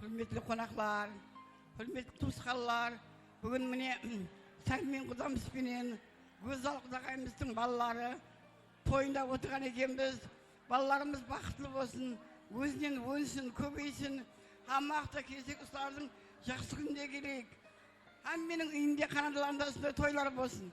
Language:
Kara-Kalpak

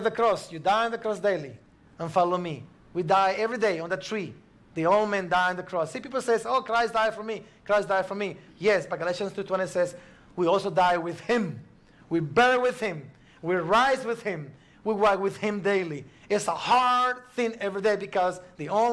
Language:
English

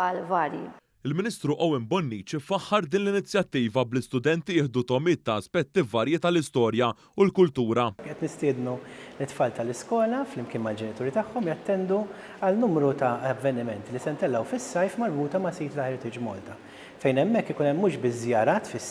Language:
Maltese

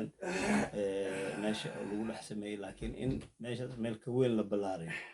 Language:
Somali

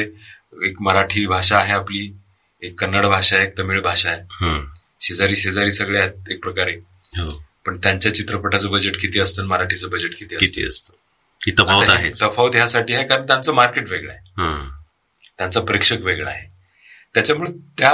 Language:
Marathi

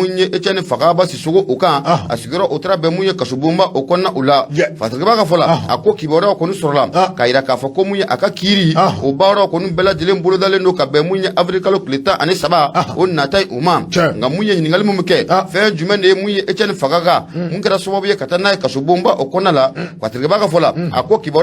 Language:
Bambara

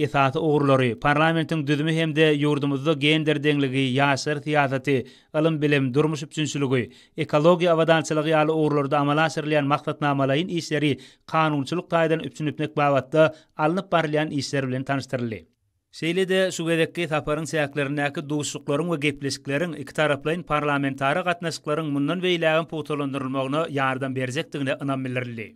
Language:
Turkmen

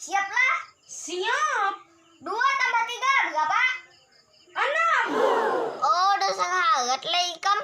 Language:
Banjar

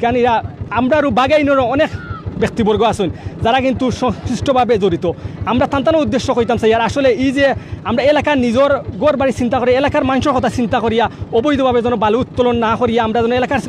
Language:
Sylheti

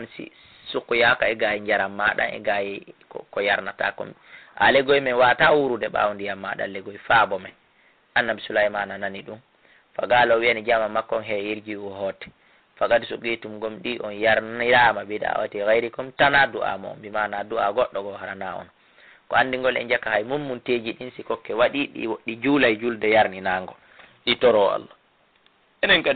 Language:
Fula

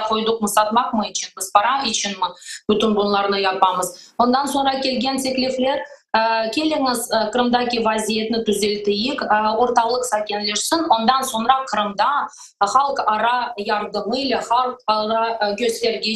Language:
Crimean Tatar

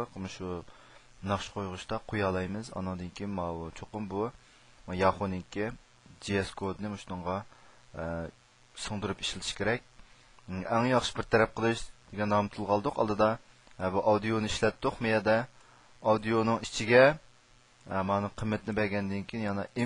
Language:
Uyghur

